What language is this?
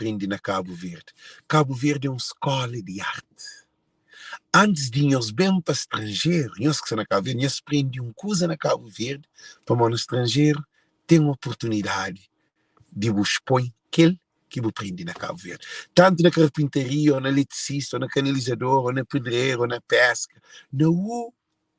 Kabuverdianu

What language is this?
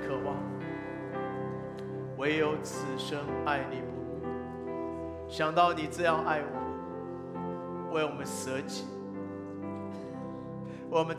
Chinese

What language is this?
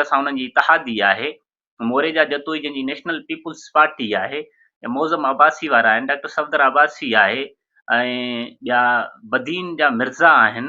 Sindhi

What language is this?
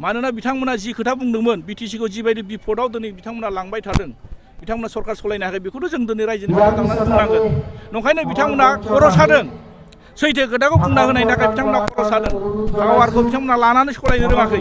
Bodo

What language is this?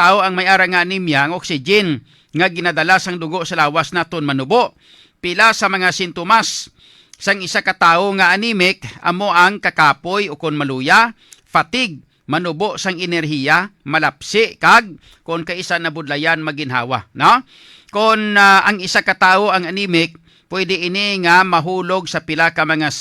Hiligaynon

